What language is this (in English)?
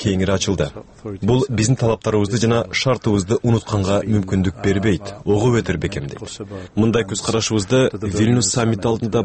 Kyrgyz